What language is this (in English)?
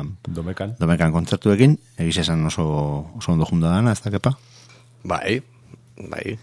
Basque